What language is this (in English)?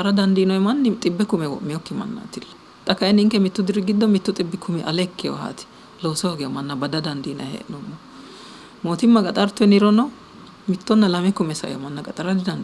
Sidamo